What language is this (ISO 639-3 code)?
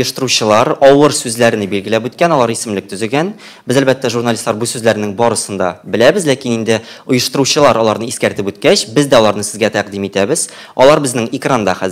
tat